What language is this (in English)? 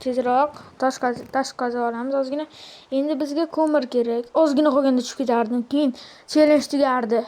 Uzbek